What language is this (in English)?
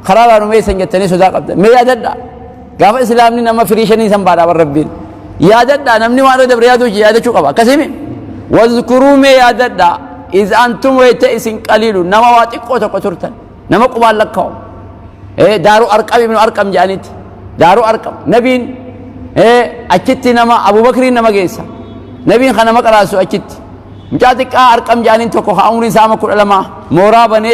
Oromo